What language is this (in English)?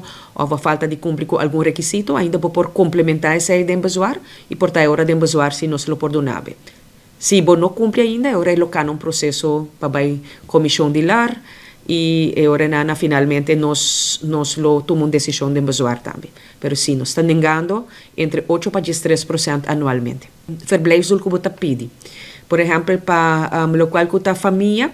Papiamento